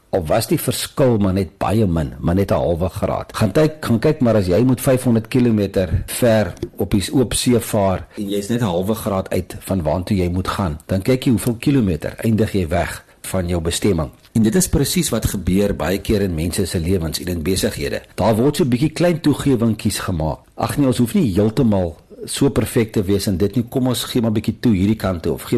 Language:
Afrikaans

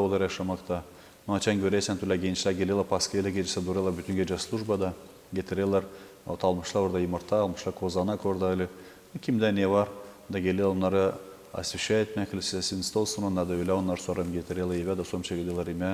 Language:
Gagauz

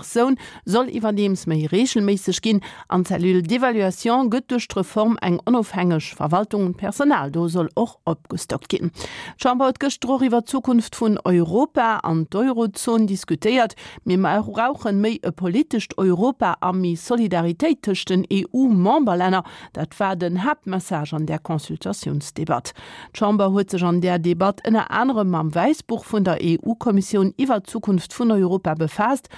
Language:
Luxembourgish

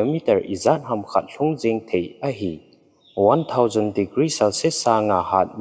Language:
Thado Chin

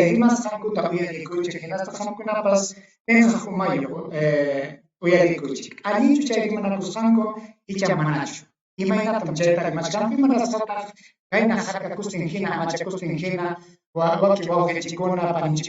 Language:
Ayacucho Quechua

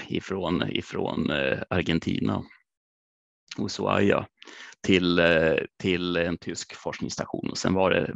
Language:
Swedish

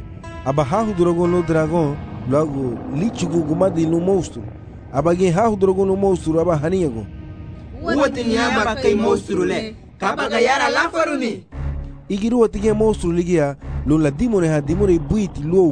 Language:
Garifuna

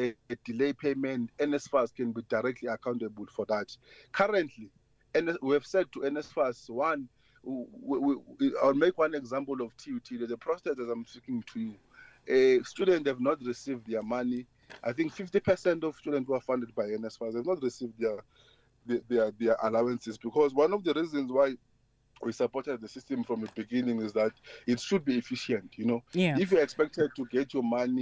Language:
English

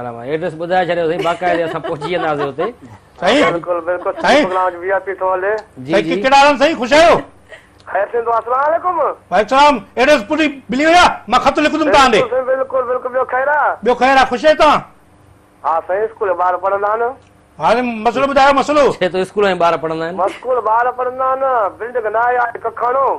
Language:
Sindhi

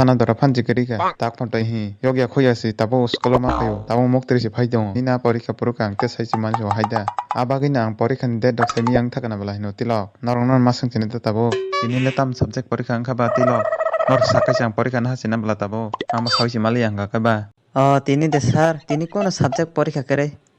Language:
Kok Borok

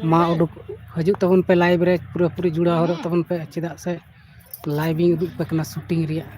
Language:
Santali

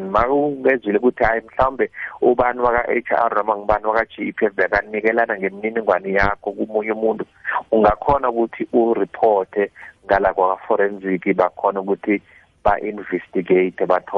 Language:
South Ndebele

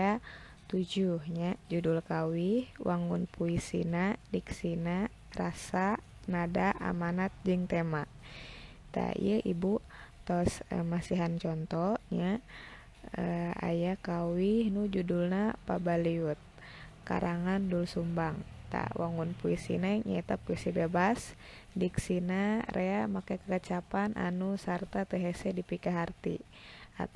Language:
Sundanese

